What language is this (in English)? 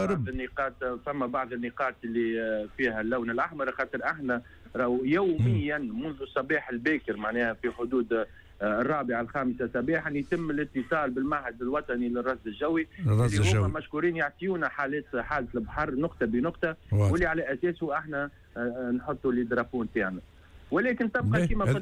Tunisian Arabic